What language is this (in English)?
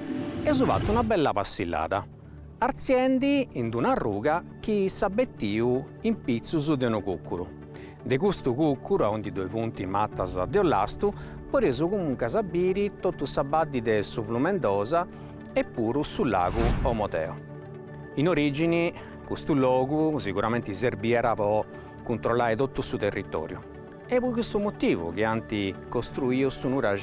Sardinian